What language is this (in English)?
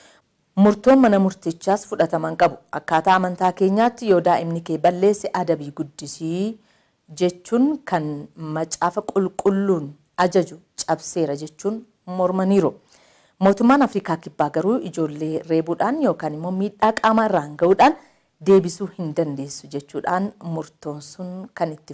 Oromo